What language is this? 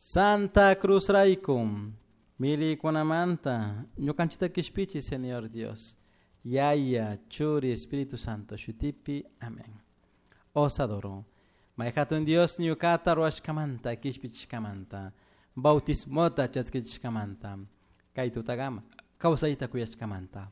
Chimborazo Highland Quichua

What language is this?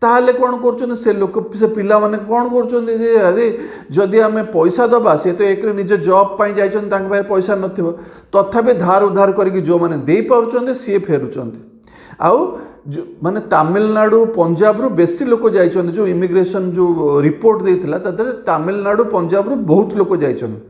Odia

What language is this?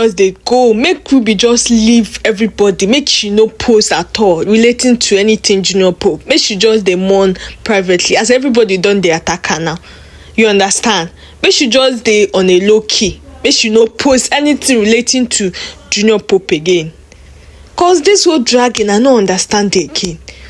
Nigerian Pidgin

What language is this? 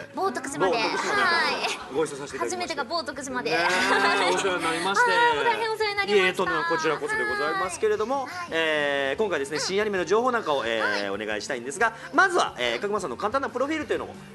Japanese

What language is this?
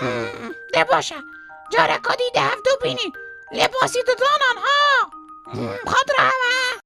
Kurdish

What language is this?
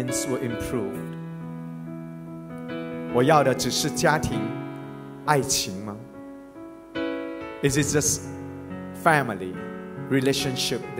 Chinese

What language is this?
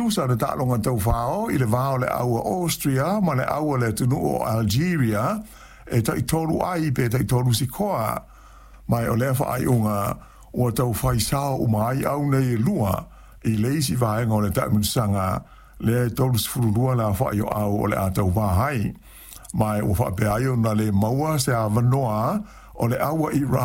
Samoan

